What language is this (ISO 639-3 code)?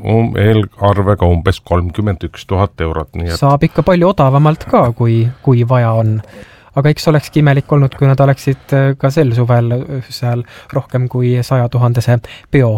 est